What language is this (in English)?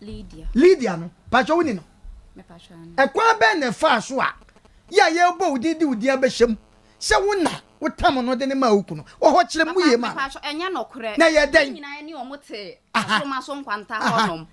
Akan